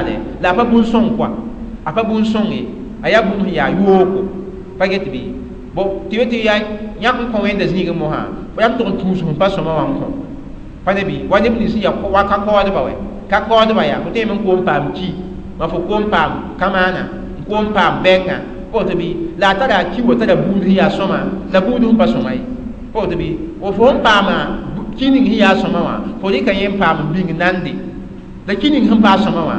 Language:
Mossi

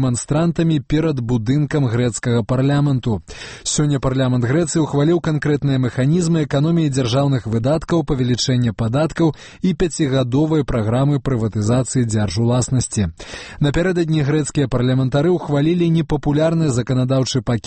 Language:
Belarusian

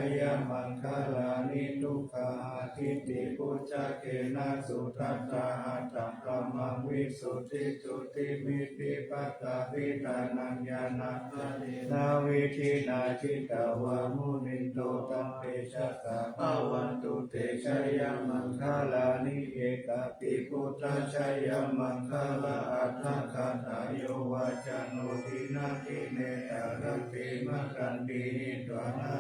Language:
Pali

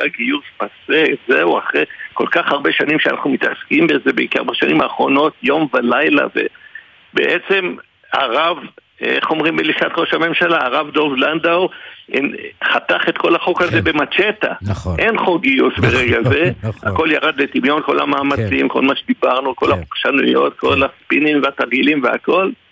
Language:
Hebrew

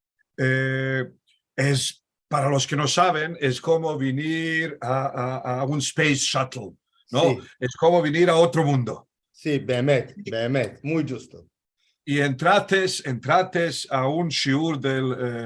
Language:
Ladino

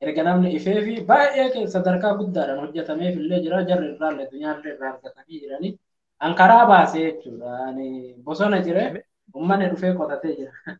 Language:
Oromo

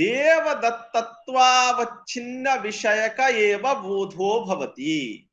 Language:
Sanskrit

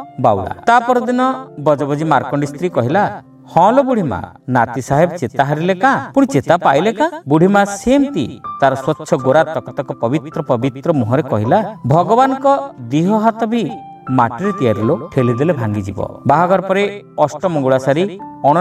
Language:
Odia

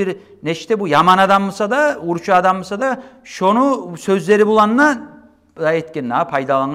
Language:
Kumyk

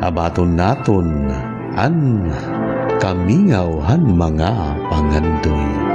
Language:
Waray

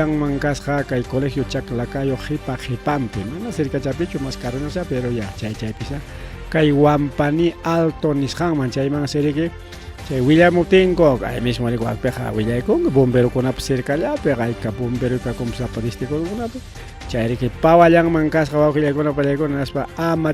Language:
Ayacucho Quechua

